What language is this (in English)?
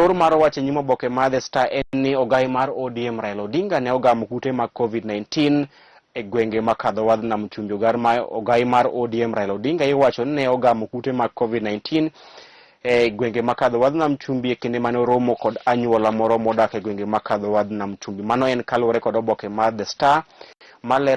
Luo (Kenya and Tanzania)